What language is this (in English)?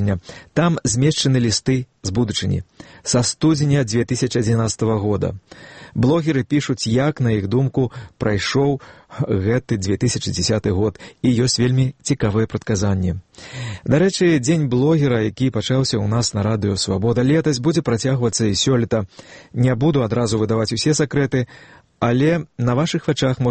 Belarusian